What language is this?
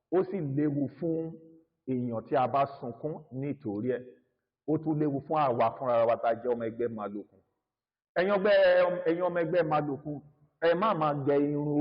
Yoruba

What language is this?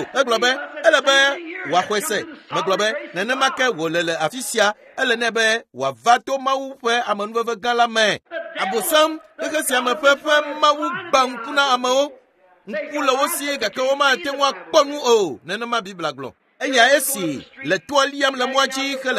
Ewe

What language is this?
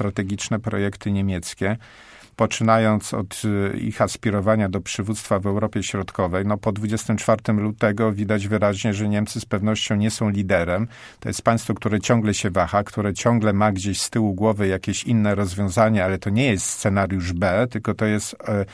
Polish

